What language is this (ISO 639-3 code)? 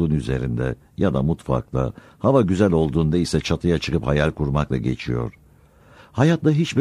tur